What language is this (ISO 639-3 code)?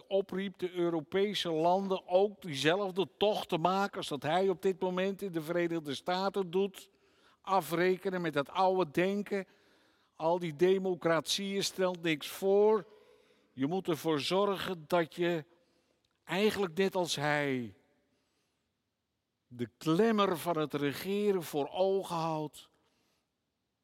nld